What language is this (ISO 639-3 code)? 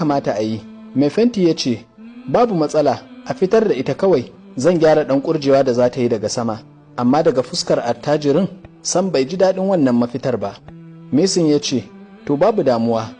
hau